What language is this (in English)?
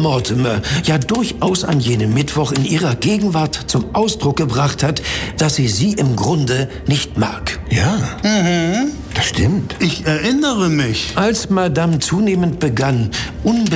German